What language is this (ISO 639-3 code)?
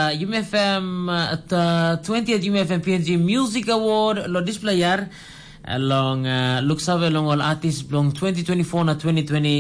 tpi